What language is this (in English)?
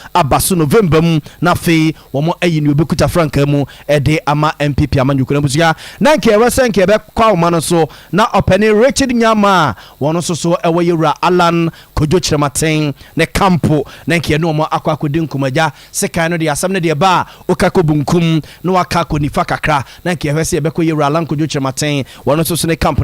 Akan